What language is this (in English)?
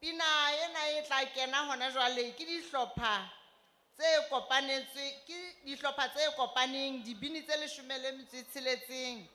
Southern Sotho